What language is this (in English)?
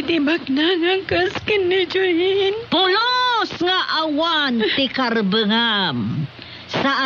Iloko